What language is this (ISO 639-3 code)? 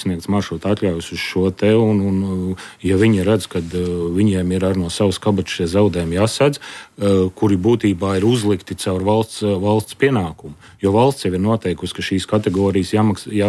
lav